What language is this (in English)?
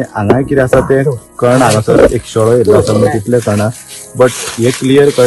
Konkani